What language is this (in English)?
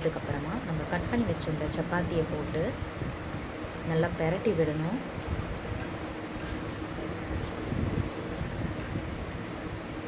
Tamil